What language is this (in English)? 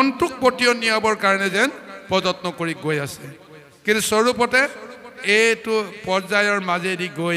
Assamese